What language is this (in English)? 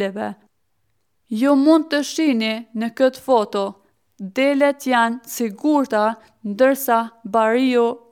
Albanian